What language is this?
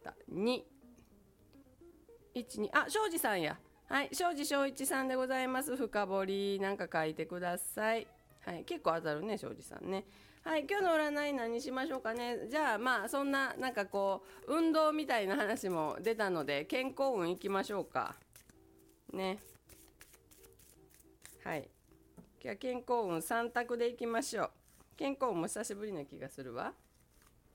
Japanese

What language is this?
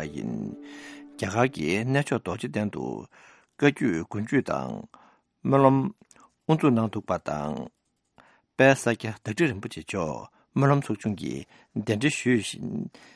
Tibetan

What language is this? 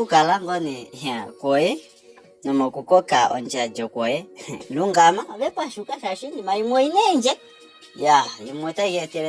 Kuanyama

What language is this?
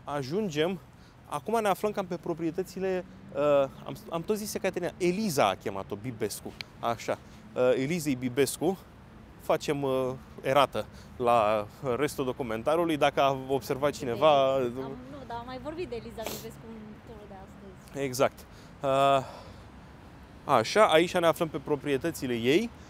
Romanian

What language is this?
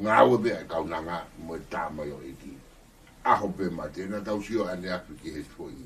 Tongan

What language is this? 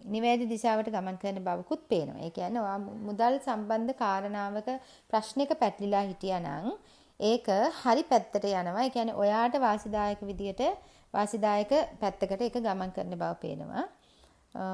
Sinhala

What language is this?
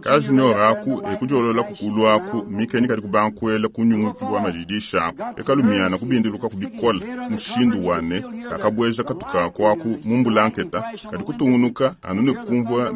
Luba-Lulua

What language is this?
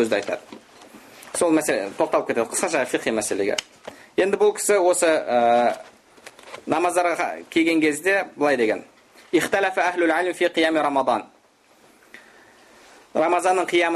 Kazakh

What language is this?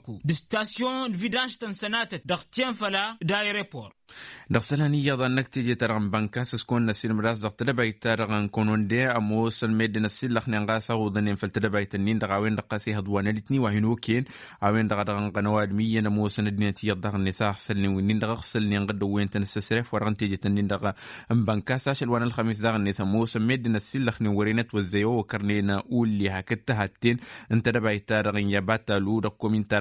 Tamasheq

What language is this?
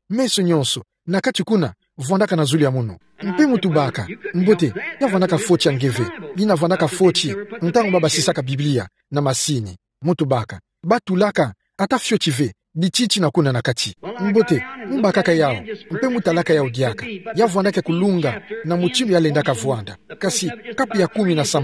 Kituba (Democratic Republic of Congo)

